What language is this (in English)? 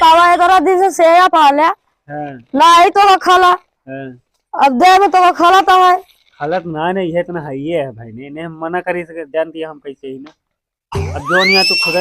Awadhi